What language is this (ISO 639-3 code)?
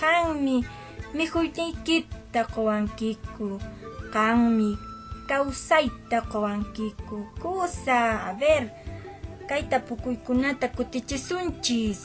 que